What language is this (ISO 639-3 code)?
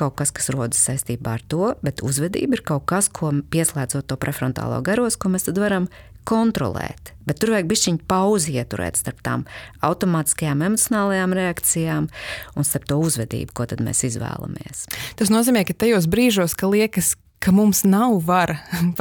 lav